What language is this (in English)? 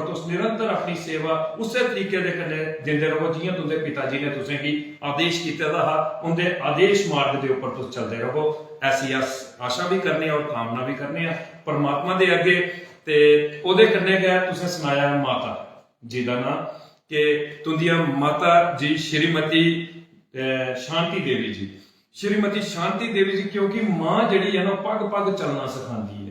Dogri